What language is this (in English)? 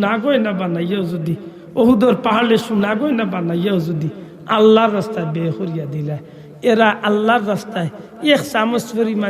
Sylheti